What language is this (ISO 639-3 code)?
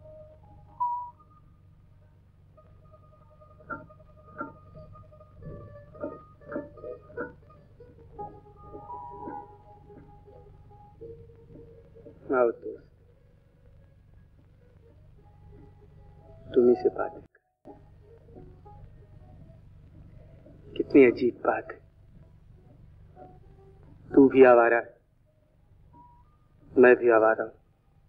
hin